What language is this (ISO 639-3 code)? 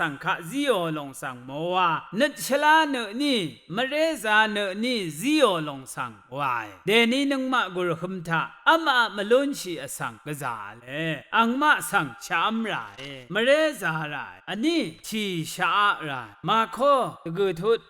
raw